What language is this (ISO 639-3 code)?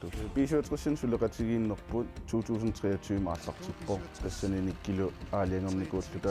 kal